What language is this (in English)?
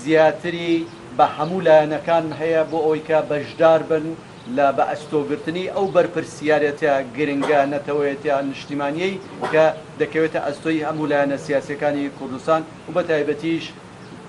Central Kurdish